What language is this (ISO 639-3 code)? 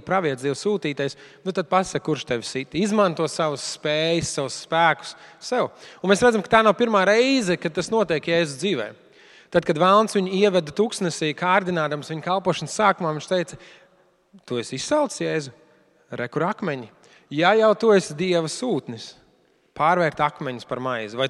lav